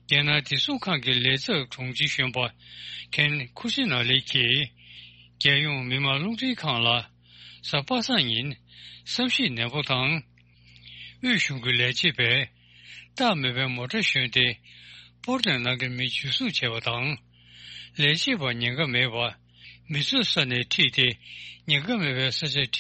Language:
Tibetan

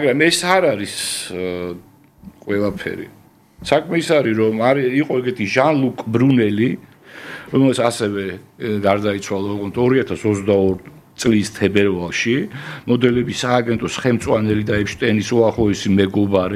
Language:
Georgian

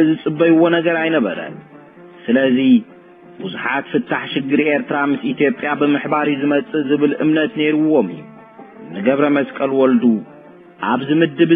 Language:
Tigrinya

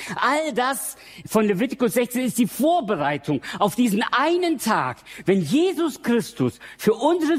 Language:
German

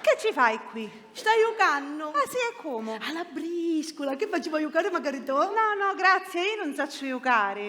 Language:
Sicilian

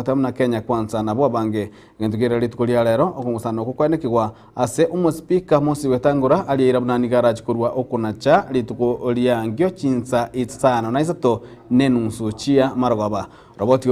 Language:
Gusii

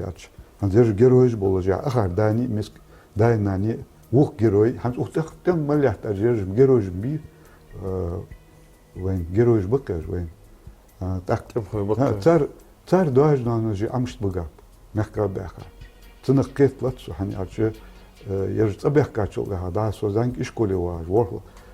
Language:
Ingush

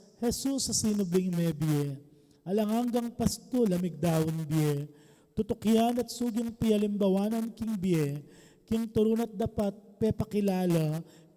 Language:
Pampanga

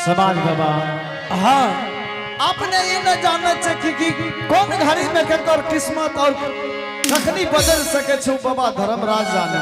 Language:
Angika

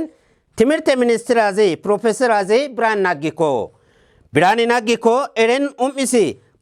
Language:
Kafa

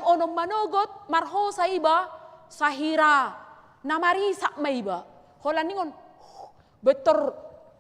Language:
Batak Toba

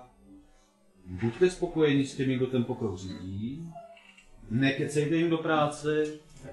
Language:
Czech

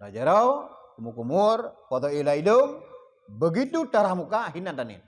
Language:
Achinese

